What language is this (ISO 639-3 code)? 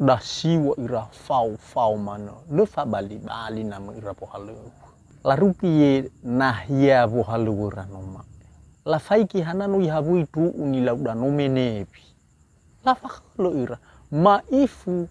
nia